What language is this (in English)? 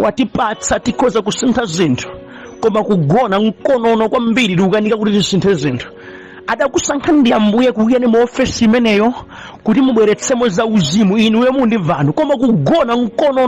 Nyanja